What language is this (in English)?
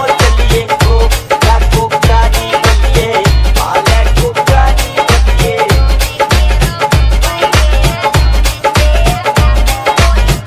Punjabi